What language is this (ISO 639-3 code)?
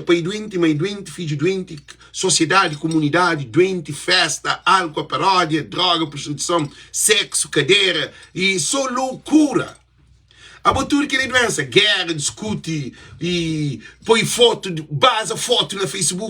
kea